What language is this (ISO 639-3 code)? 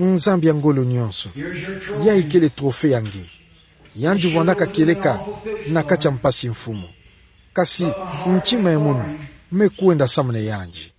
ktu